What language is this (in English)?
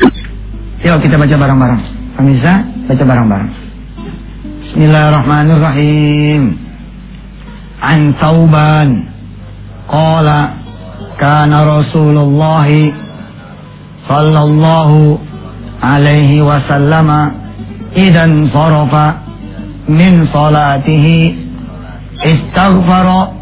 Indonesian